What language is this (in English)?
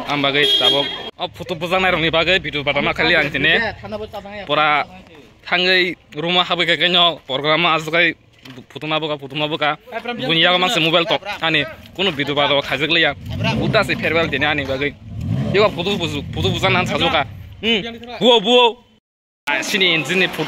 Kok Borok